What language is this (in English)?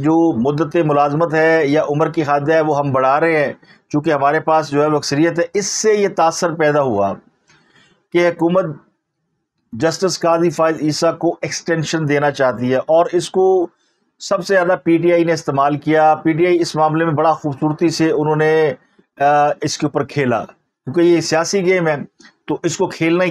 Urdu